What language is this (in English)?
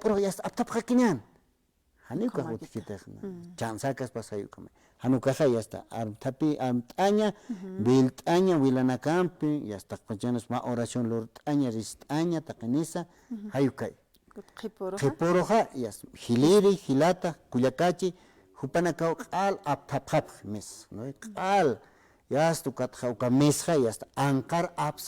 Aymara